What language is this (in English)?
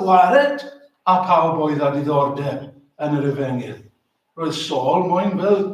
Welsh